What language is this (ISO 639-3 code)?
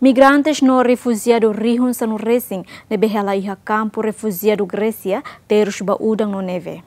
tet